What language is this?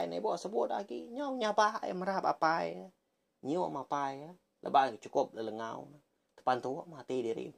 Iban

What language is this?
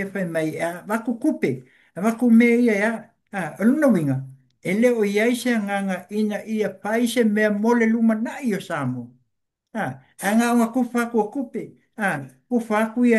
Samoan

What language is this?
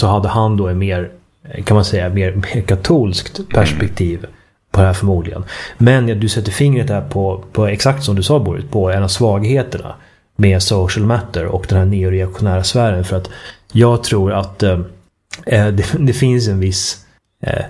Swedish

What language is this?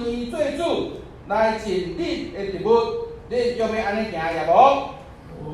Min Nan Chinese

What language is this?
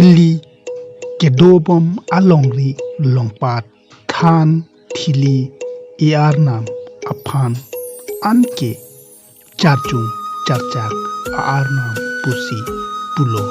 Karbi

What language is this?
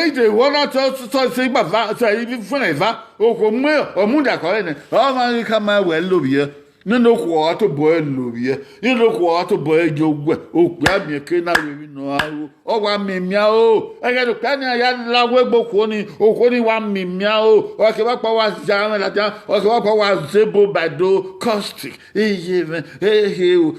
Bini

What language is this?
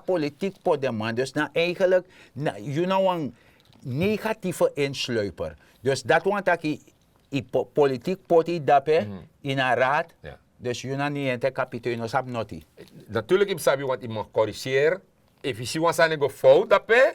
Sranan Tongo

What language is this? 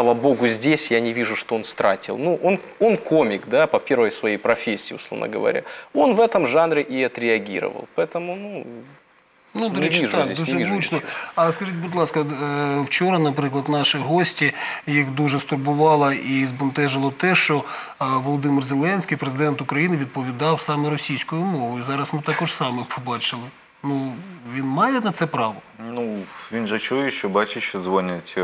Ukrainian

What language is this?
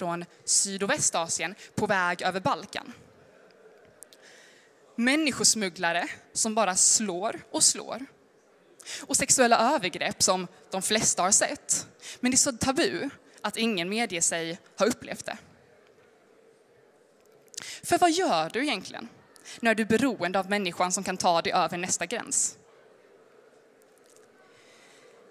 Swedish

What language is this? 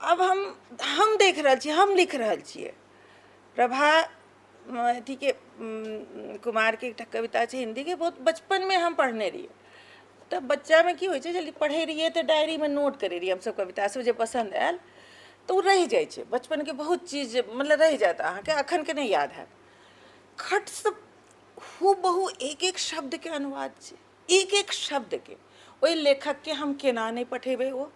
Maithili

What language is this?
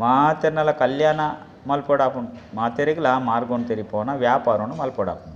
Tulu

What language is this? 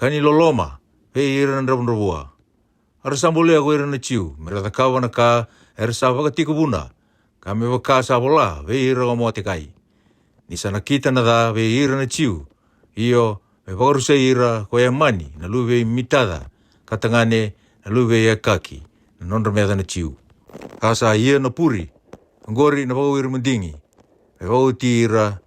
Fijian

